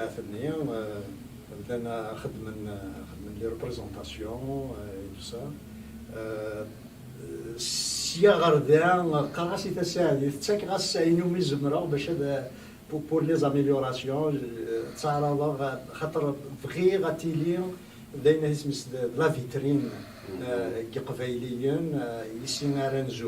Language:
Kabyle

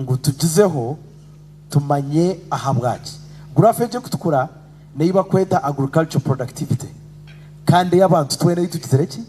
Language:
Nyankole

